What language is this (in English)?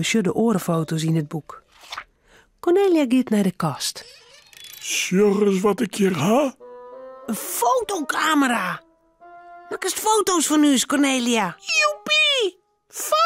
Western Frisian